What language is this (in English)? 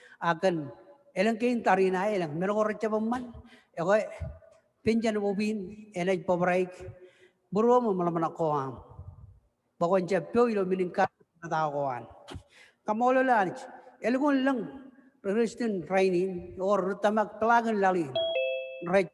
Marshallese